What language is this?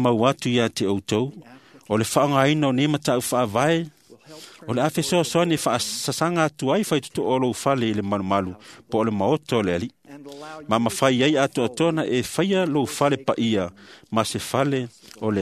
Samoan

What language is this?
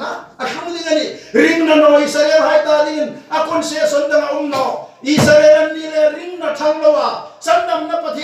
Hmar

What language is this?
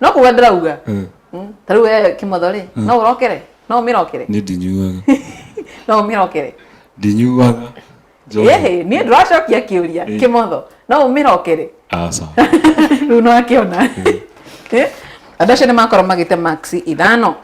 Kikuyu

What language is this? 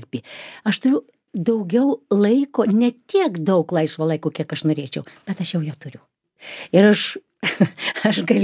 Lithuanian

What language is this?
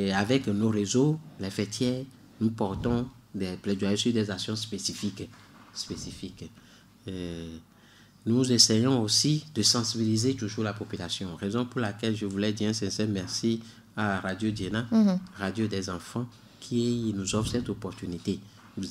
French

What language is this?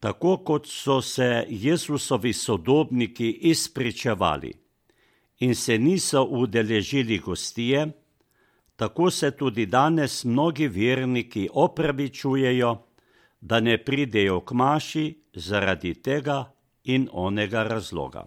Slovenian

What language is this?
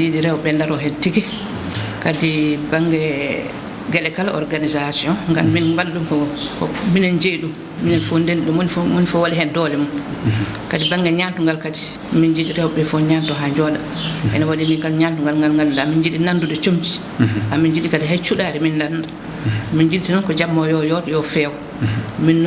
Fula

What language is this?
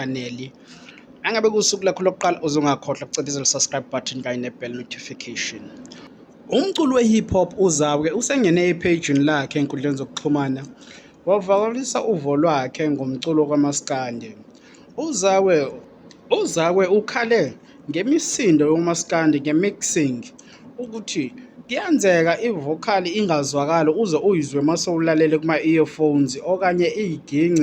Zulu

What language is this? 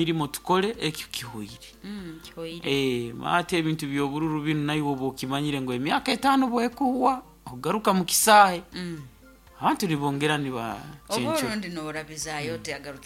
Nyoro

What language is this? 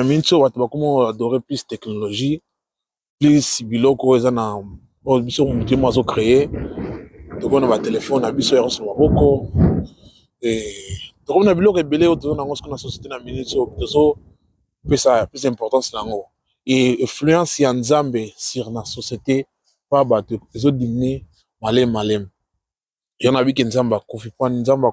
Lingala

